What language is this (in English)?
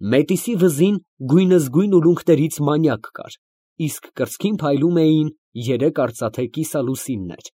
Armenian